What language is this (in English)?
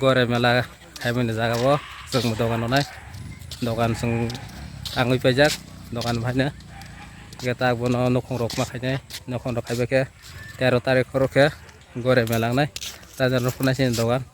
Kok Borok